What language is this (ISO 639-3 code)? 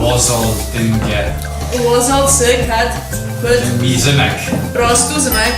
oss